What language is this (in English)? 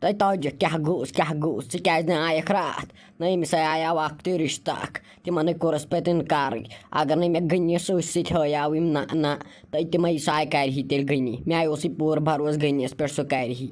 Kashmiri